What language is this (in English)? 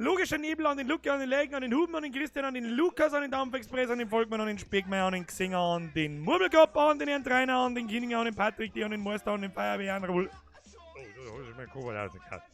Bavarian